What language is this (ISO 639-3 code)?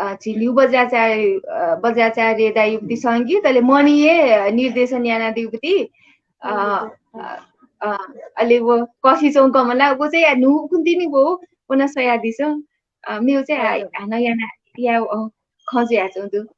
new